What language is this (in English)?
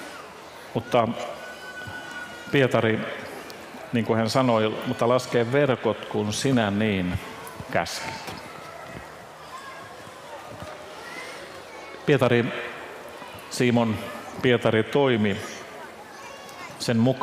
Finnish